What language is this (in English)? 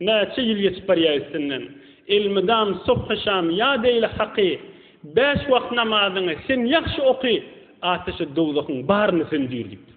Turkmen